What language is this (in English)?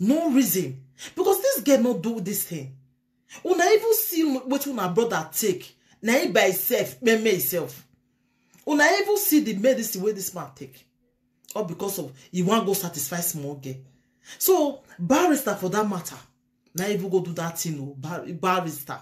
Nigerian Pidgin